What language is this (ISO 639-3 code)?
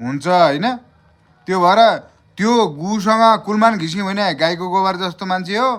nep